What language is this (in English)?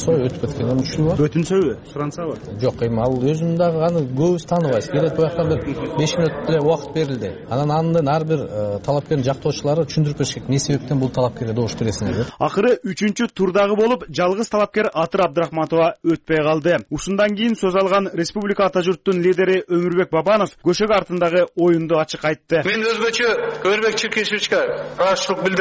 Kyrgyz